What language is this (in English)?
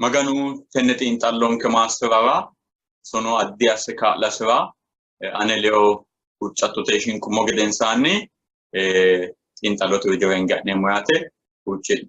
Sidamo